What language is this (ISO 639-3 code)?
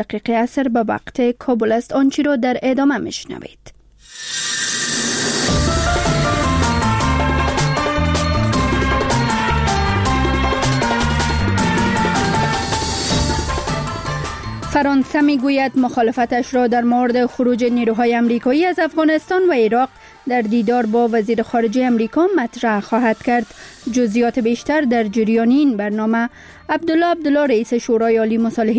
fas